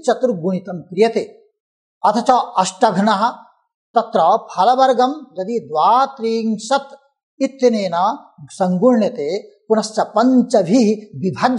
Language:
Sanskrit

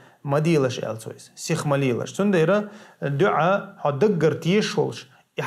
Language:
Chechen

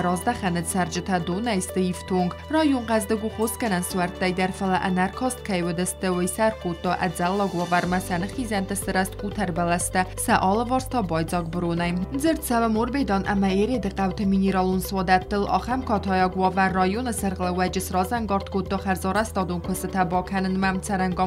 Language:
Ossetic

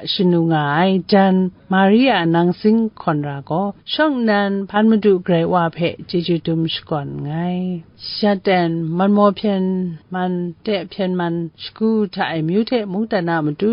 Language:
Kachin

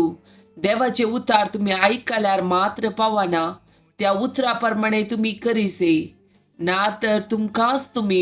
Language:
Konkani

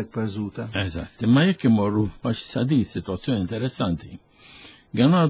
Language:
Maltese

